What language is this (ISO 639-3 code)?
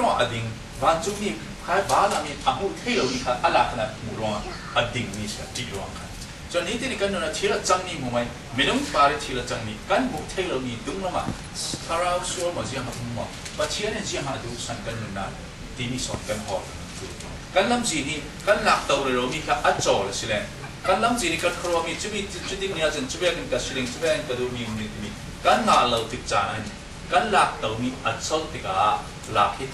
cfm